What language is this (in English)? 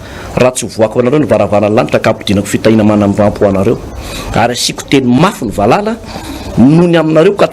Malagasy